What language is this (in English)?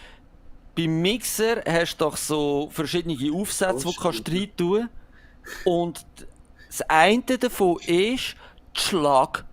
Swiss German